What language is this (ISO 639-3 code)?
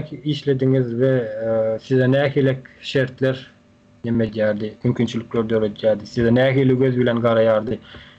tuk